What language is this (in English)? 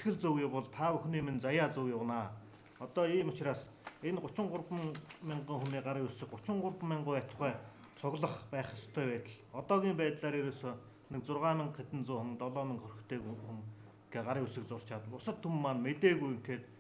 Mongolian